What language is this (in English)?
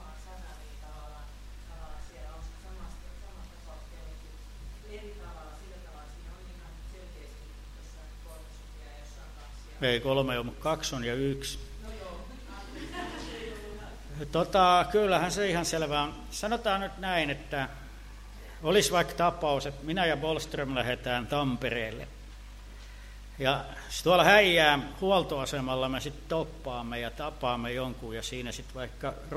Finnish